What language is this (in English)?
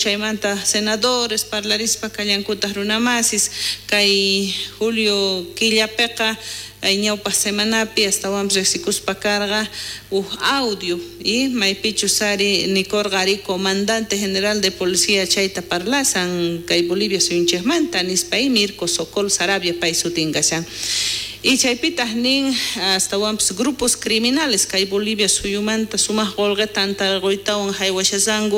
South Bolivian Quechua